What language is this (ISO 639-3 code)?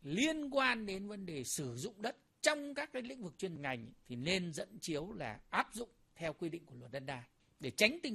vie